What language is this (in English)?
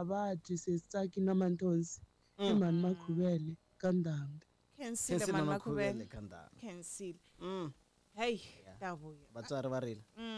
Tsonga